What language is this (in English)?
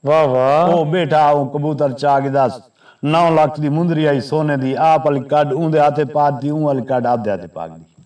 Saraiki